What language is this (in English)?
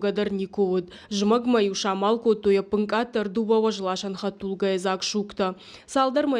Ossetic